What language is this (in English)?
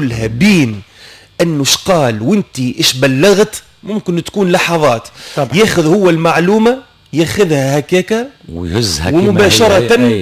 Tunisian Arabic